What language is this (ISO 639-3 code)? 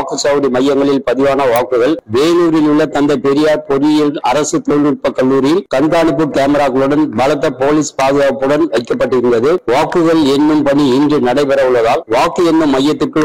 tam